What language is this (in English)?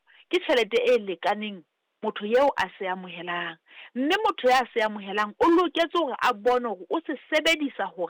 Southern Sotho